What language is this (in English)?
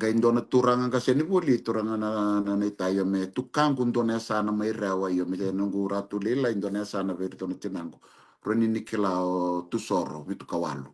Fijian